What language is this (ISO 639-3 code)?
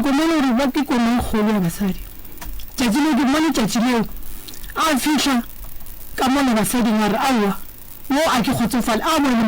nso